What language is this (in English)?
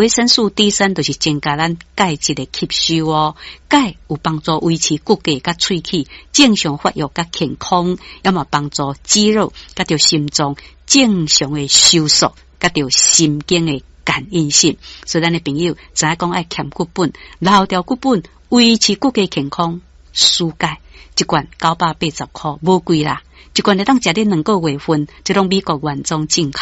Min Nan Chinese